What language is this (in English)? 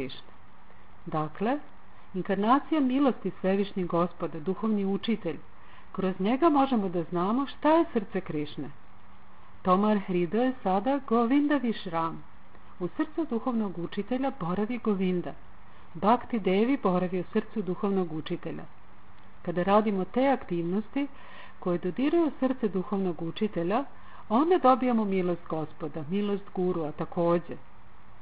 Serbian